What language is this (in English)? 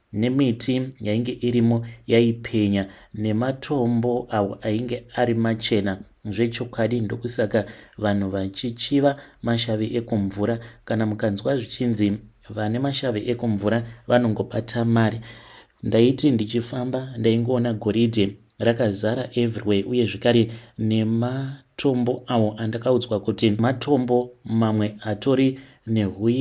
Shona